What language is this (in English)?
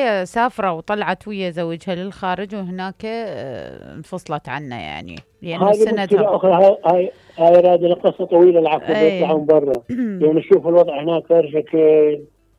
Mesopotamian Arabic